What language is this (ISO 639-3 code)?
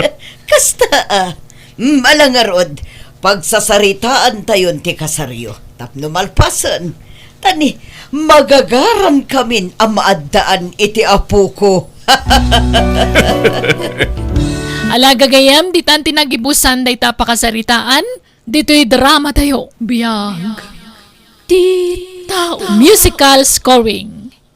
ilo